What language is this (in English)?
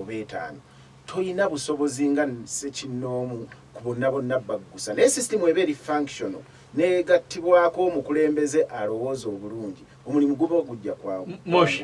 Ganda